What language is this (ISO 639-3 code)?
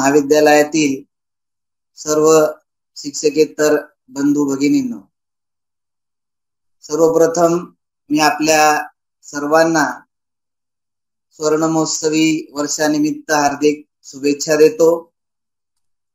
mar